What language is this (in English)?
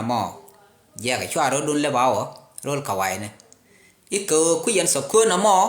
Nuer